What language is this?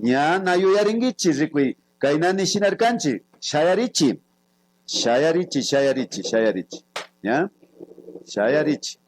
Imbabura Highland Quichua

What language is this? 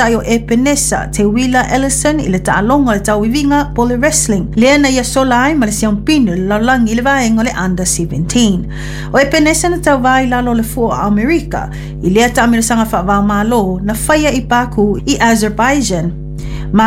Samoan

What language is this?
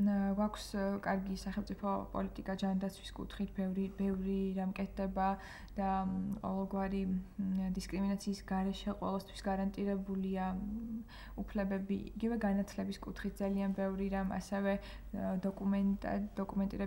Georgian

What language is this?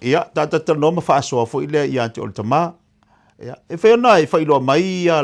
Samoan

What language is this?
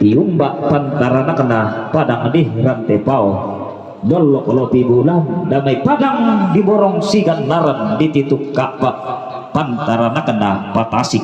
Toraja-Sa'dan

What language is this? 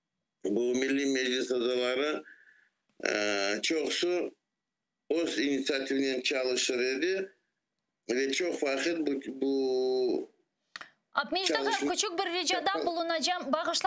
Crimean Tatar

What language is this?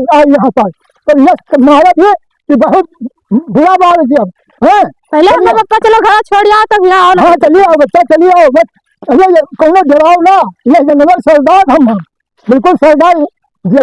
Awadhi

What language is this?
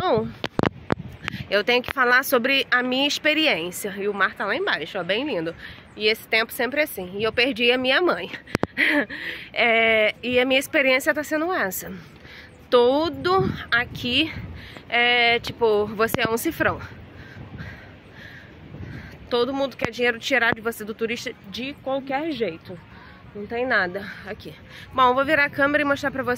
Portuguese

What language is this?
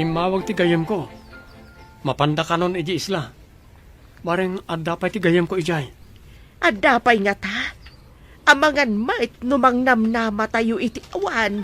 Iloko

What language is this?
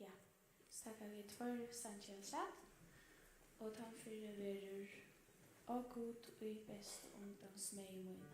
Faroese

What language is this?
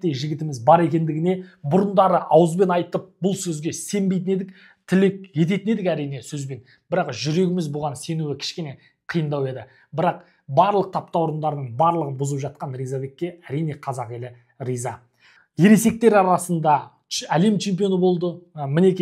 Kazakh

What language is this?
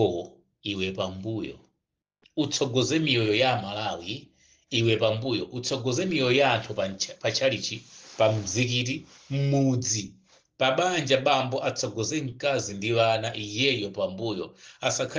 Nyanja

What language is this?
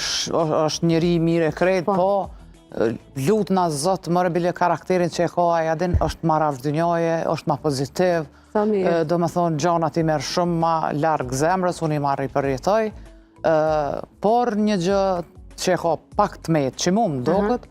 Albanian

